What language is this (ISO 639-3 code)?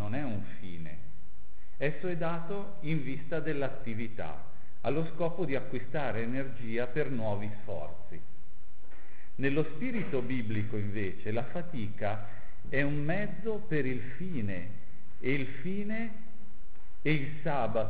ita